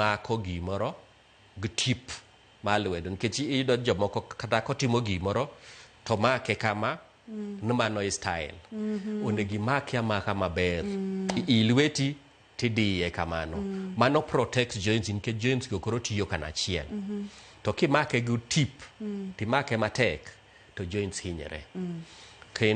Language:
Luo (Kenya and Tanzania)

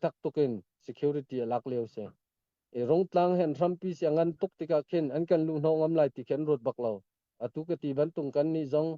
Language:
Hakha Chin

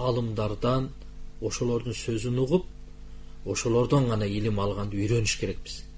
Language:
Kyrgyz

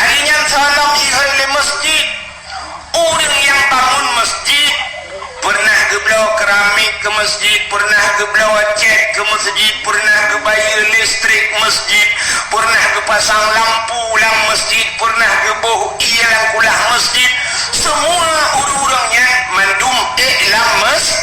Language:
Achinese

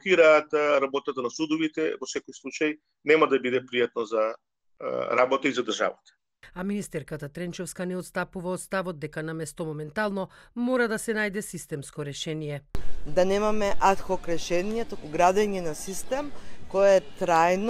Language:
Macedonian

